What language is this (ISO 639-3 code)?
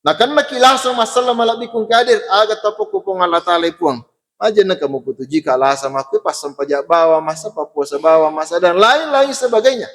bug